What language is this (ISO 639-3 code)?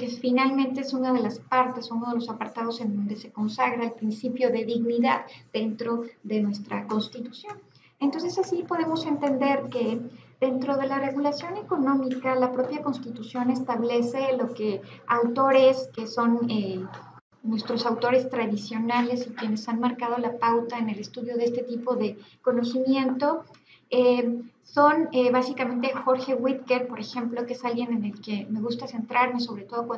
spa